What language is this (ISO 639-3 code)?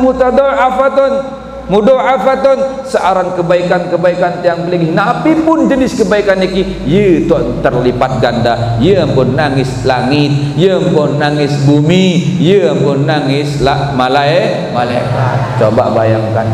sas